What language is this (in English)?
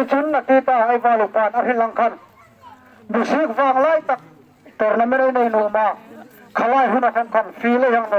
Hmar